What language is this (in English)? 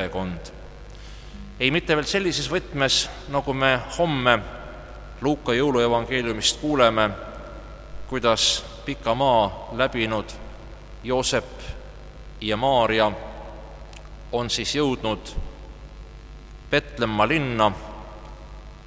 Estonian